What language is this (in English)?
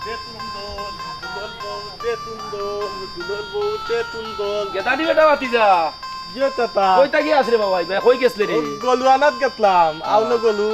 Sylheti